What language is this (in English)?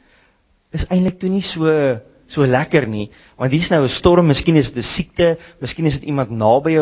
Afrikaans